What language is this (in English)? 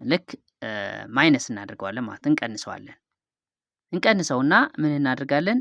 Amharic